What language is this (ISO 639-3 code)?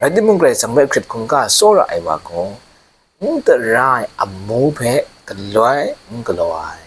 kac